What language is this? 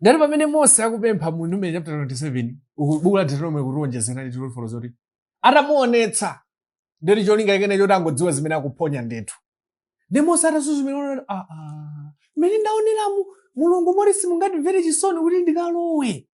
Nyanja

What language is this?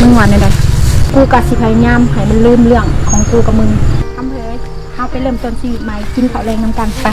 Northeastern Thai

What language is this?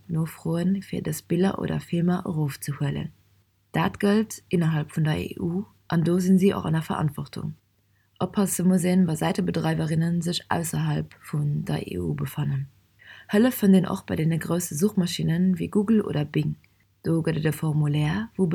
Luxembourgish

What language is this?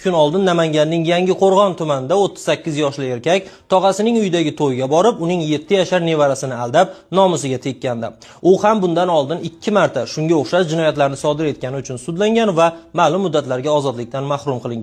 Uzbek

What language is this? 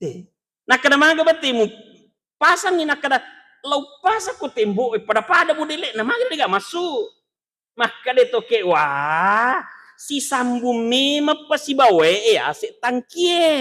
Buginese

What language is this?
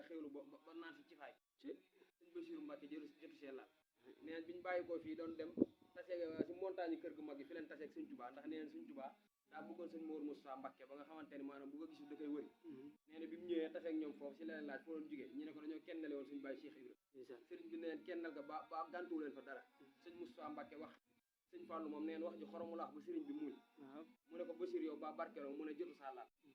Wolof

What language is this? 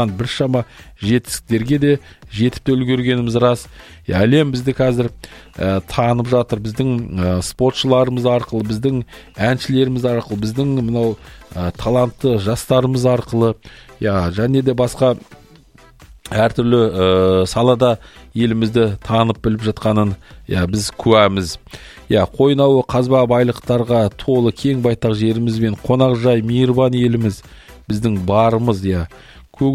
Kazakh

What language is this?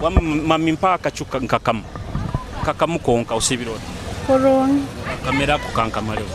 Nyoro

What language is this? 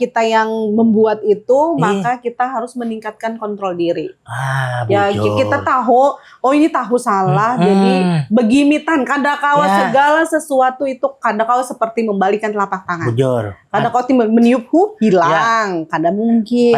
Banjar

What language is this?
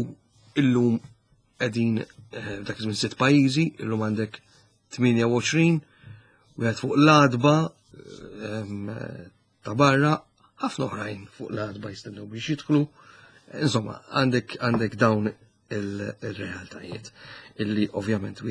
Maltese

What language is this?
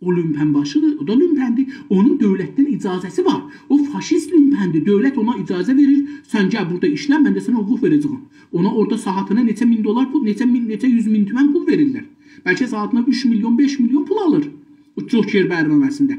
South Azerbaijani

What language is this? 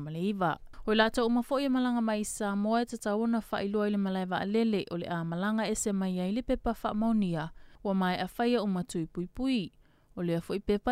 Samoan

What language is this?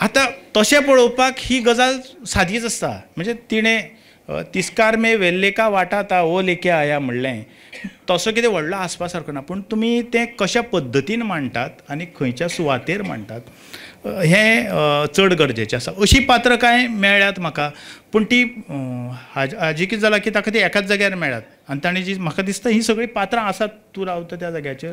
Konkani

